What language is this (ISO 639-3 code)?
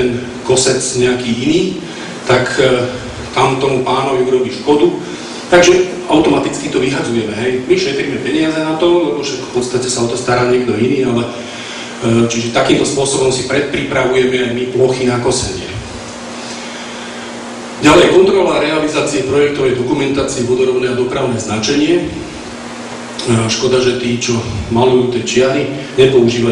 slk